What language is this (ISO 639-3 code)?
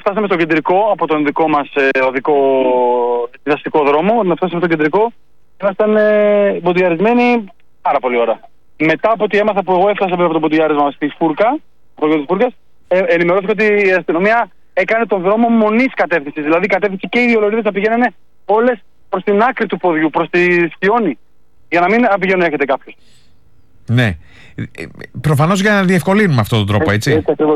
ell